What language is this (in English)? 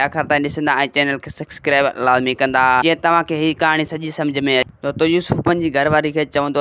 Sindhi